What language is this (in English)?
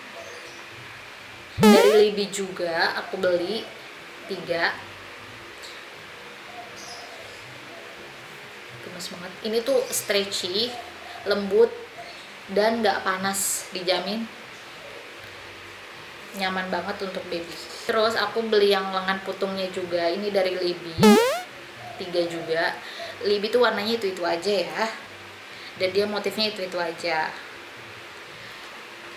Indonesian